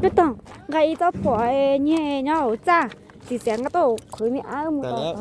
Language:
Hmong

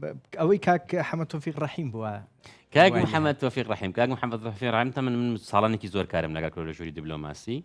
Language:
Central Kurdish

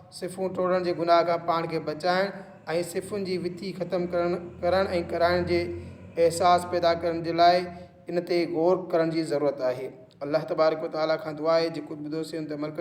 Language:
Sindhi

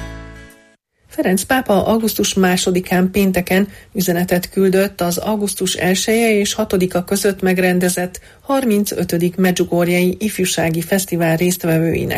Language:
Hungarian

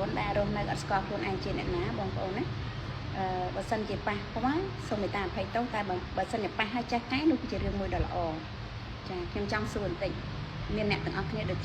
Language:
Khmer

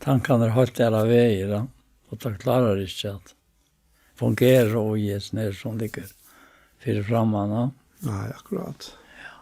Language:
Faroese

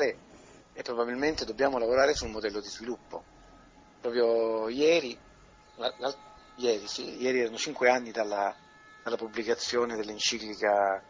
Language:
Italian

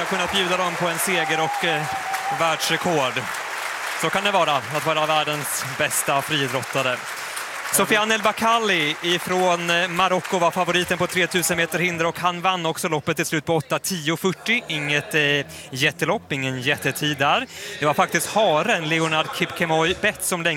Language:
Swedish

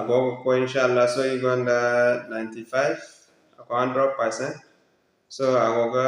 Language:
Zarma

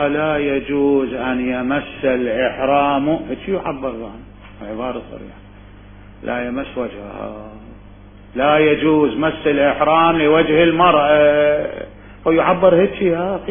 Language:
Mesopotamian Arabic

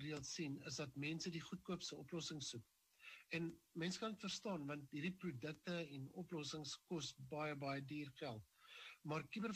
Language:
Afrikaans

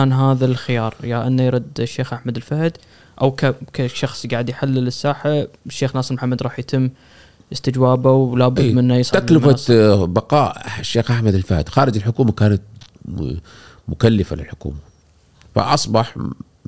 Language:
Gulf Arabic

